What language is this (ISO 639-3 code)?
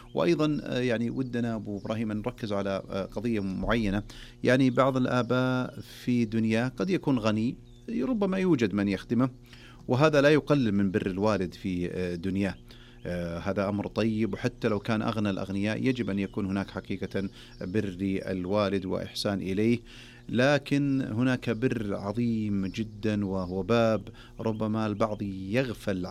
ars